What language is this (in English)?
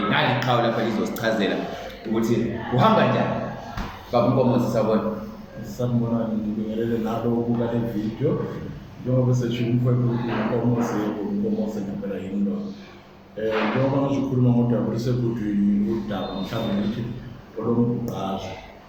Zulu